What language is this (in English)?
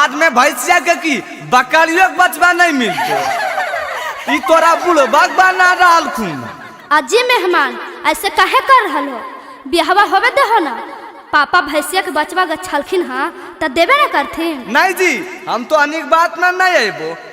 Magahi